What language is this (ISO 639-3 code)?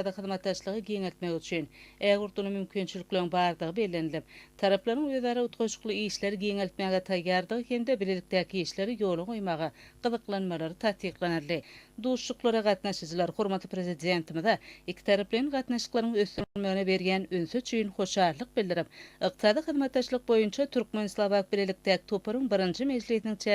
tuk